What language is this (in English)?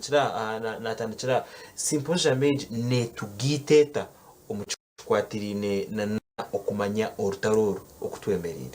Nyankole